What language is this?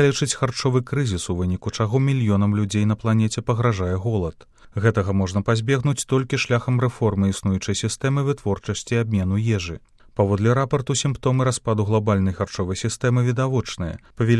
Belarusian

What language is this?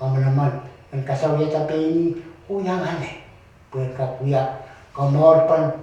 Pohnpeian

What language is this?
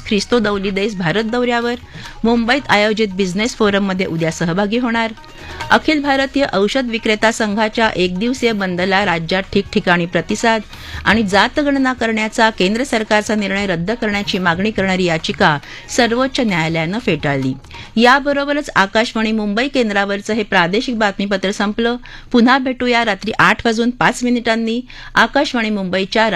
Marathi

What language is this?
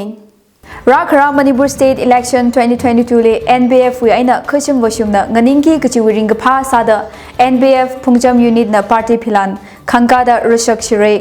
Tangkhul Naga (India)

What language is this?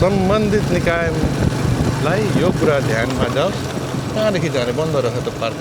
Nepali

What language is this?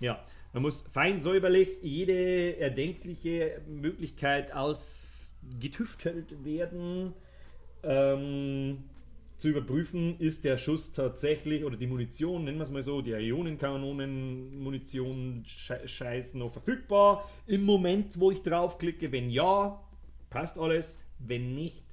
Bavarian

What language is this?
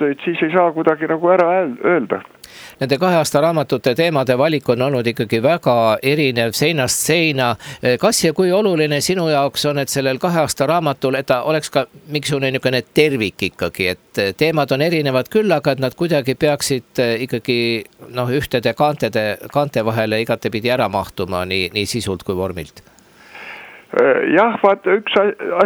Estonian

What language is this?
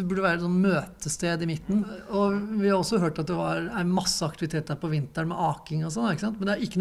Norwegian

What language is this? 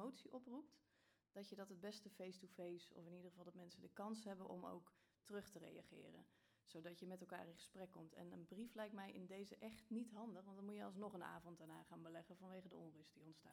Dutch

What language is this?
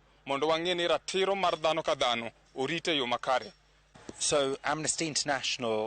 Luo (Kenya and Tanzania)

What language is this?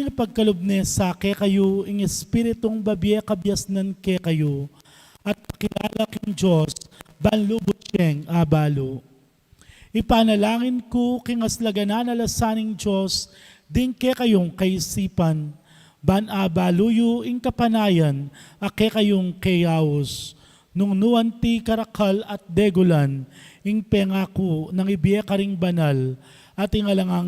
Pampanga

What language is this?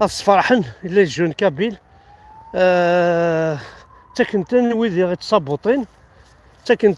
Kabyle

